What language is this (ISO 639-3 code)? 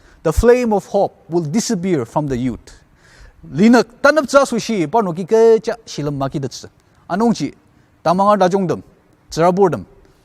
njo